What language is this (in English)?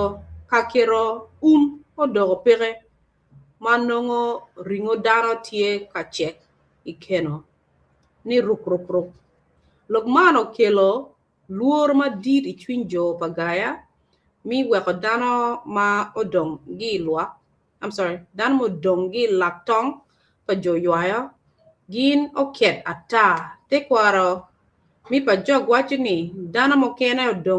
Acoli